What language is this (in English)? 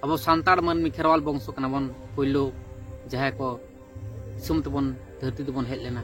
Santali